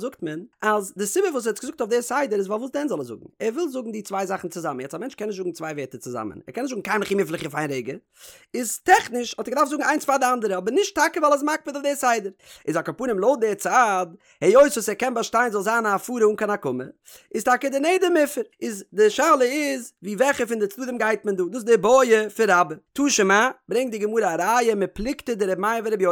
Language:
Yiddish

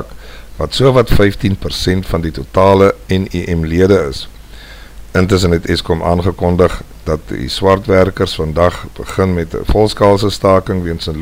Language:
Afrikaans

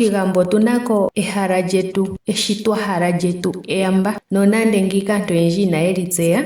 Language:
Ndonga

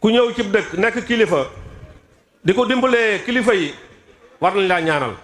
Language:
Wolof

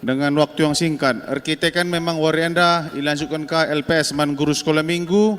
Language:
Batak Karo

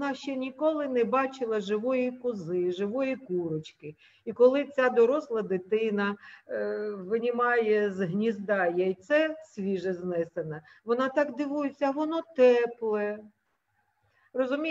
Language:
Ukrainian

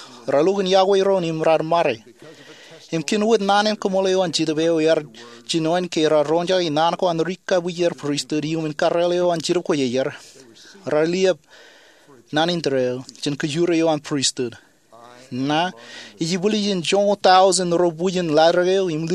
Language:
Marshallese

